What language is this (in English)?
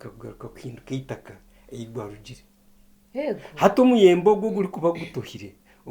Nyankole